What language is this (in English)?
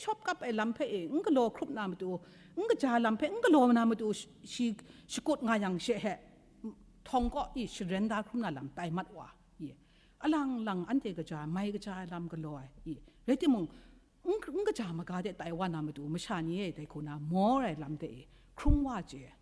Kachin